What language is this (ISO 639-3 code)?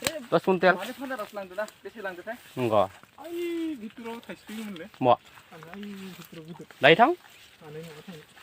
brx